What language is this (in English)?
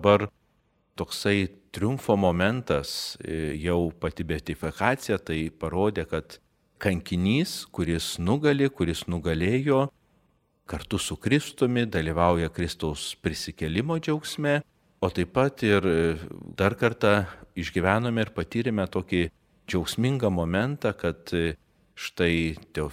Lithuanian